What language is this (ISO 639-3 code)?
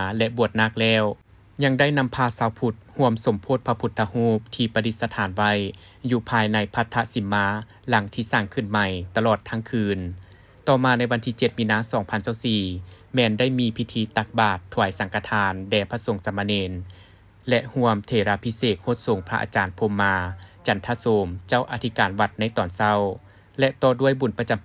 lao